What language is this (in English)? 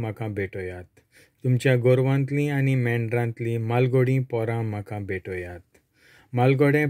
Konkani